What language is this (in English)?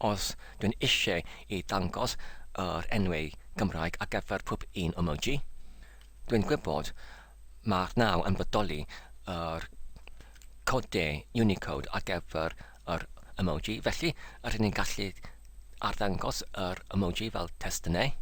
Welsh